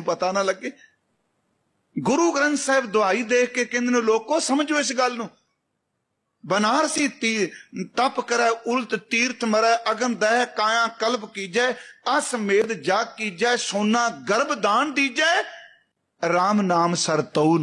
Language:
Punjabi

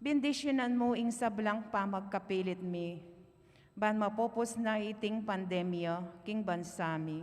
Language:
Pampanga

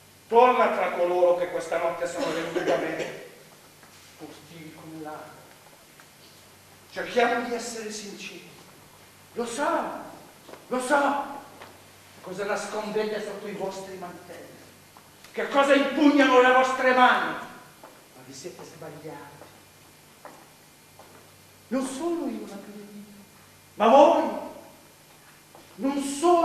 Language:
Italian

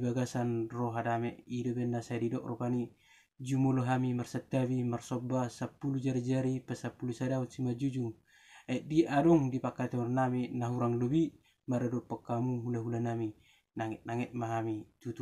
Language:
Batak Toba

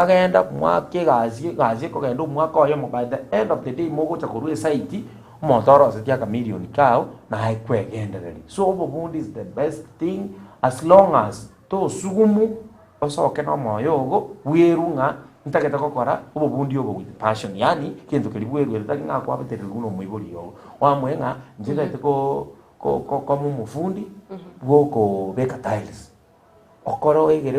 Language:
Gusii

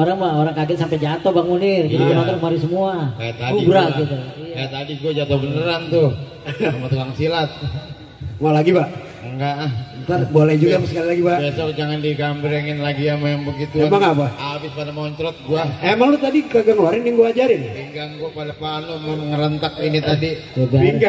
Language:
Betawi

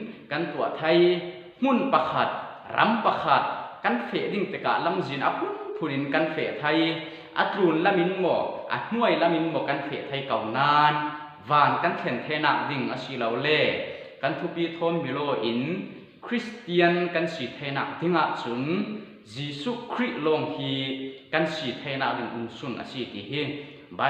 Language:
Falam Chin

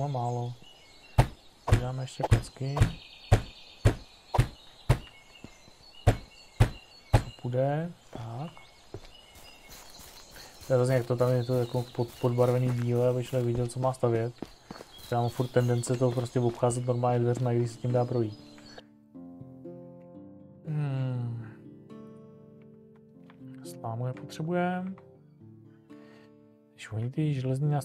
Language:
Czech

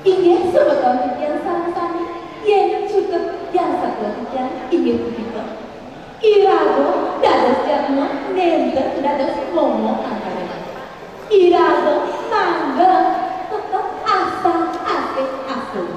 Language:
Balinese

